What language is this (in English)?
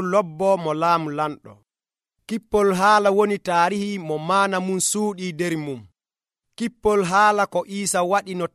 Nigerian Fulfulde